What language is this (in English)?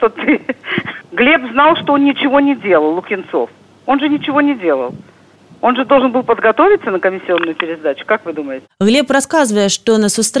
Belarusian